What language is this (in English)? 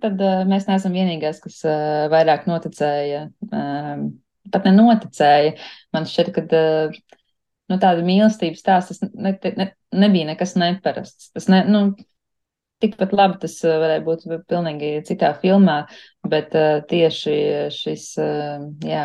Latvian